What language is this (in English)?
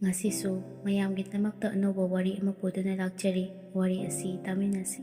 Manipuri